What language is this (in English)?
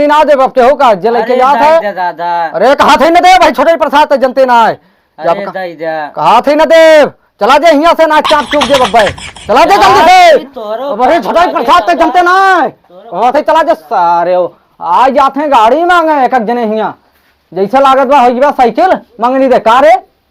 Awadhi